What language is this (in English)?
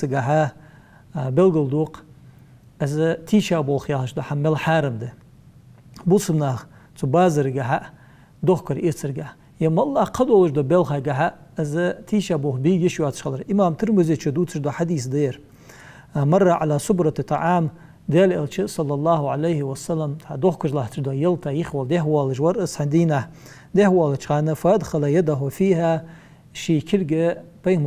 Ingush